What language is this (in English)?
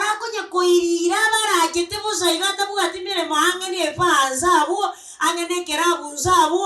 Gusii